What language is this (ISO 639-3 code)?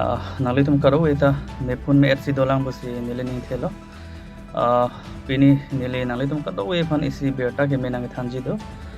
mjw